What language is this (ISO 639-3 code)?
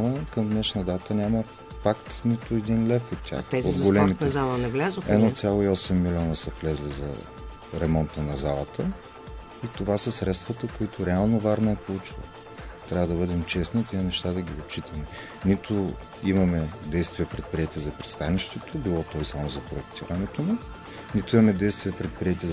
bul